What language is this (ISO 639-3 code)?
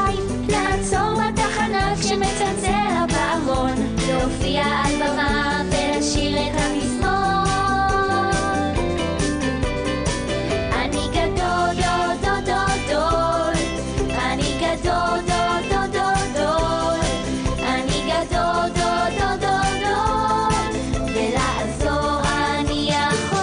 heb